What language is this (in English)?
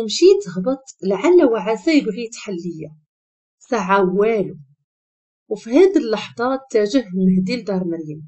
Moroccan Arabic